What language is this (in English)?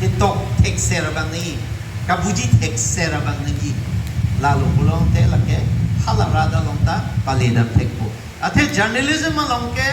Karbi